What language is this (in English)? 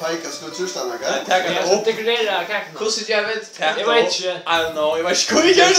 Faroese